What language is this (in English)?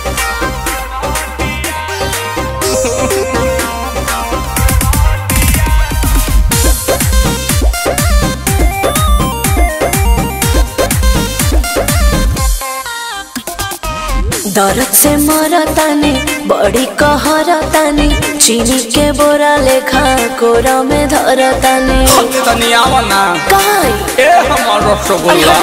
Bhojpuri